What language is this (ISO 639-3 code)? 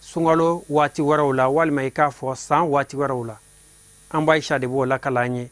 bam